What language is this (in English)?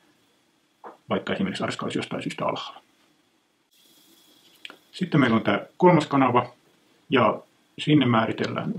Finnish